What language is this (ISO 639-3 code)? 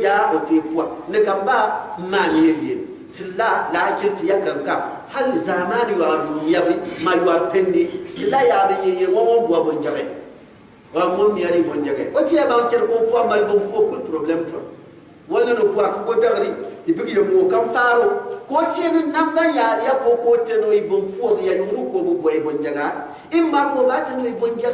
gux